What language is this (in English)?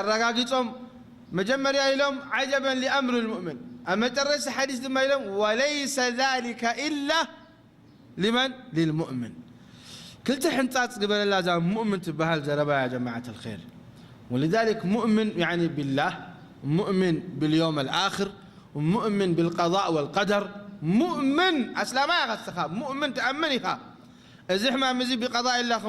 Tigrinya